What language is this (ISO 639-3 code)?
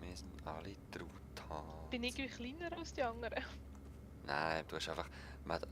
gsw